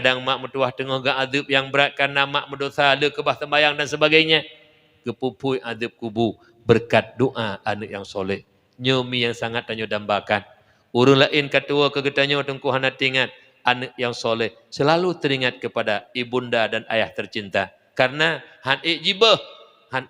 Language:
Achinese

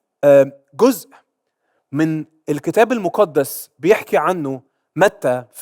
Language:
Egyptian Arabic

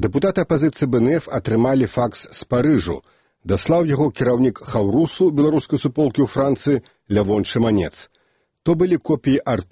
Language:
Belarusian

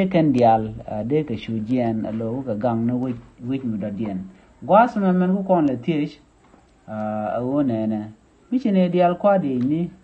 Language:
Nuer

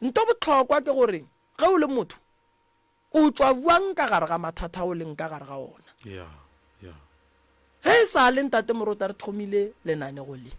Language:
Northern Sotho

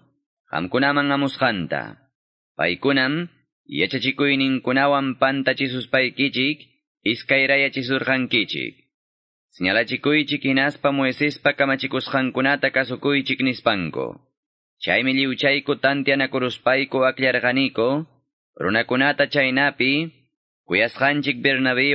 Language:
Quechua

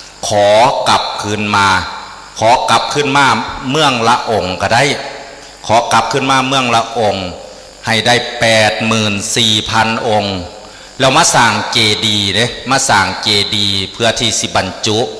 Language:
Northeastern Thai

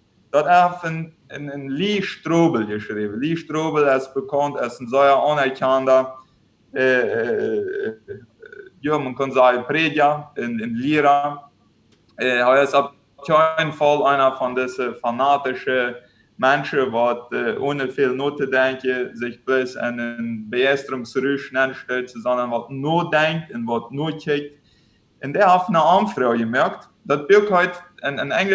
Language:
Plautdietsch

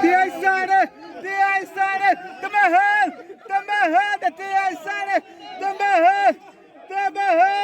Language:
Xavánte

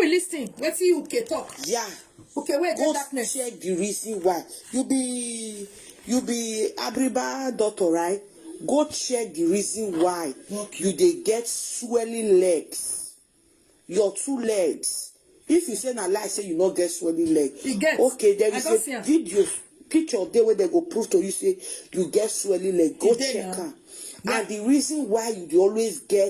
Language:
Nigerian Pidgin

